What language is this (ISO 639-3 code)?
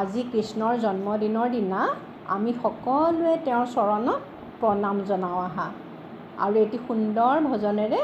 asm